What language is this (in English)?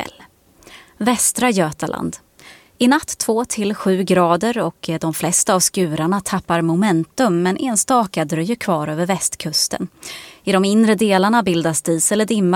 Swedish